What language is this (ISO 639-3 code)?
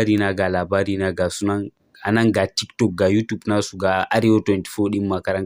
hau